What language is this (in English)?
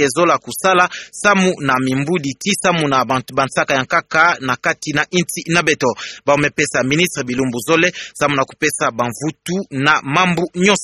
Kituba (Democratic Republic of Congo)